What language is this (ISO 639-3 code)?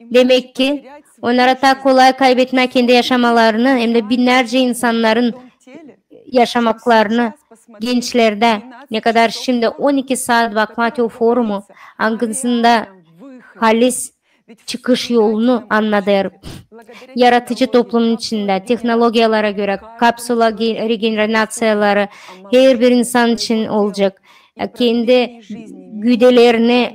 gag